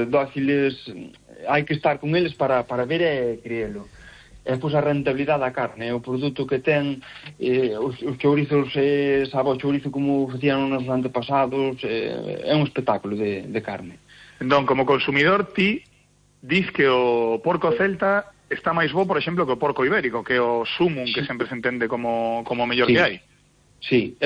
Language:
Galician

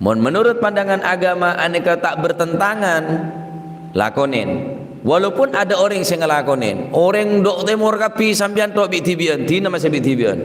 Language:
Madurese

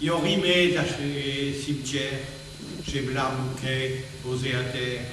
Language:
Picard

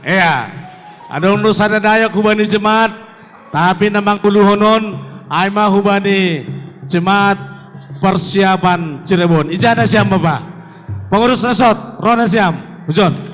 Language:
Batak Simalungun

